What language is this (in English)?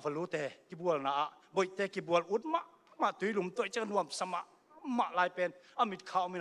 Tedim Chin